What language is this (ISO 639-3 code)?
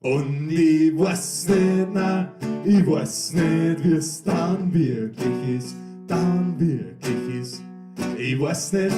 bar